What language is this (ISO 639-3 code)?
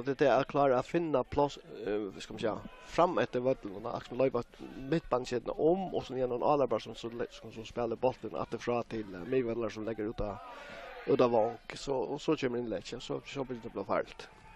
fao